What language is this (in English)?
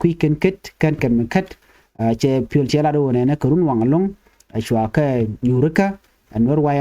Nuer